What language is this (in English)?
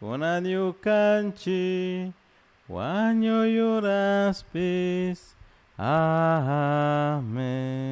Chimborazo Highland Quichua